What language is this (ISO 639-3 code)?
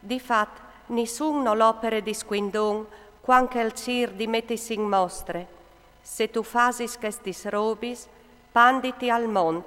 fur